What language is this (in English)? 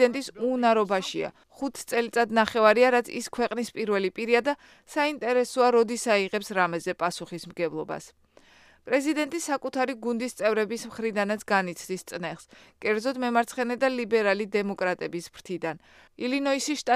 Georgian